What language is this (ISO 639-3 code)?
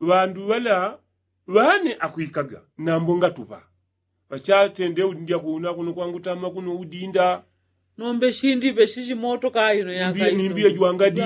yao